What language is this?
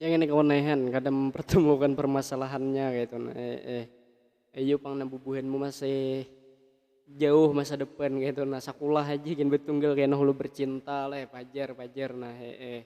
Banjar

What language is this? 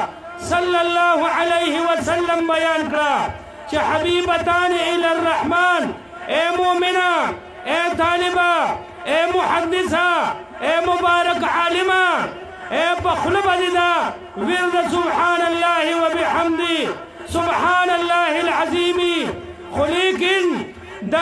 Pashto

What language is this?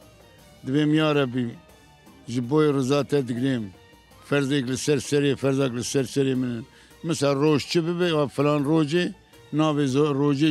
Kurdish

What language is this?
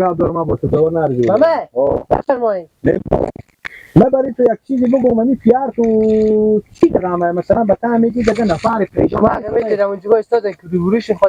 Hazaragi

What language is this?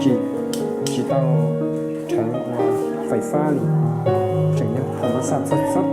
Hmong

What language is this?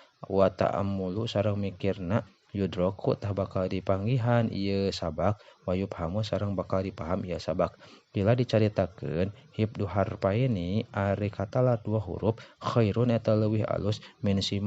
Sundanese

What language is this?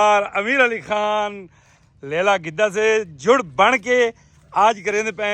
Saraiki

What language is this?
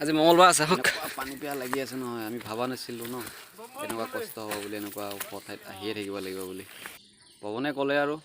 Assamese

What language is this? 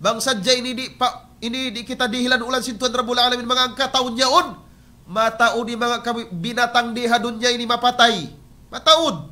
Tausug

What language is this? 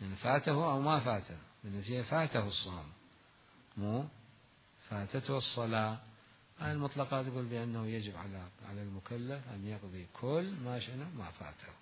Mesopotamian Arabic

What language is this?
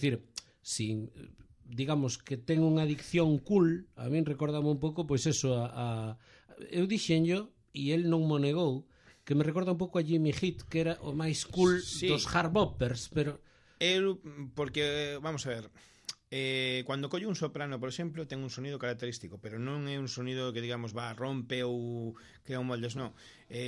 Galician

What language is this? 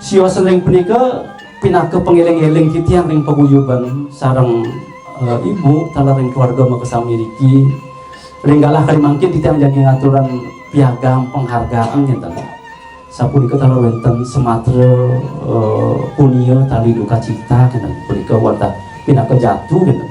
Balinese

